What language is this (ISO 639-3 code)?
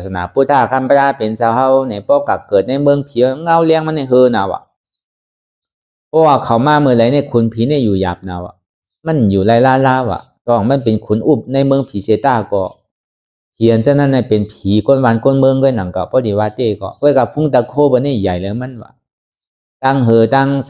shn